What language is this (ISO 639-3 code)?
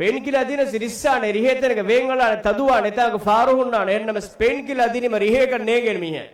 div